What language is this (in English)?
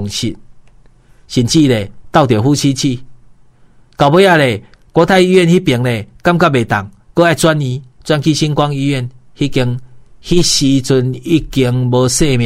Min Nan Chinese